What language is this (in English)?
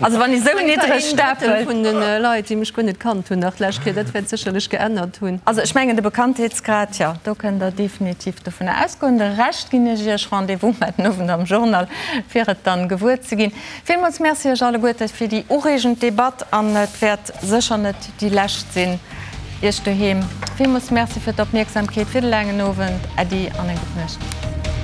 Luxembourgish